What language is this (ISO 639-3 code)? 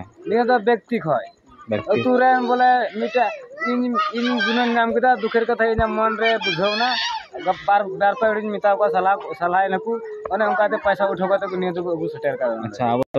sat